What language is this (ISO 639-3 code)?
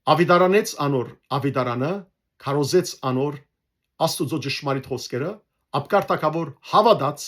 hyw